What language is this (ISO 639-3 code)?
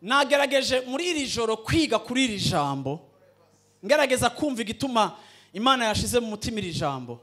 run